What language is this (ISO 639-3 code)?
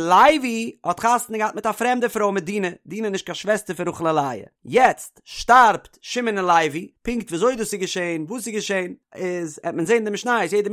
yid